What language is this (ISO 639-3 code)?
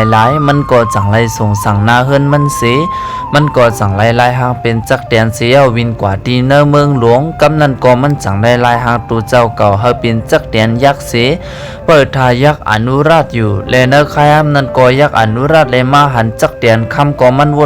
shn